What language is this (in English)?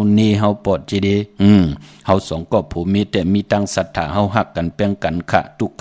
Shan